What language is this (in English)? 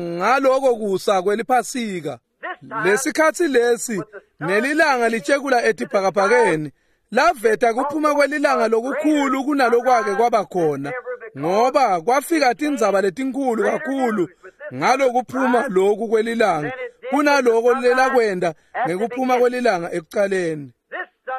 Swati